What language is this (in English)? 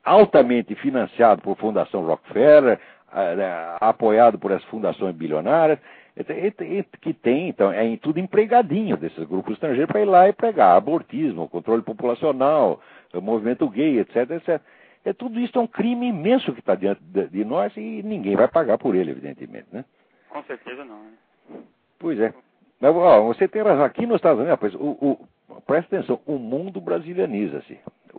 Portuguese